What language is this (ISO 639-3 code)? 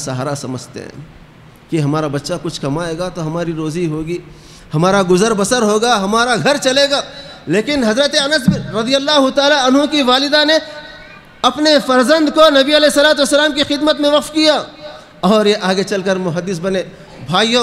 urd